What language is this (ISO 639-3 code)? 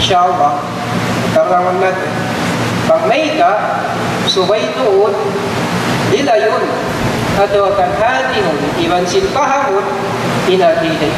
tsg